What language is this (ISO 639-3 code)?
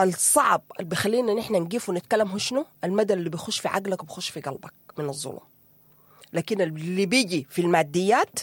apd